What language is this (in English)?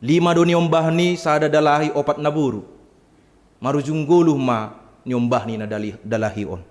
Batak Simalungun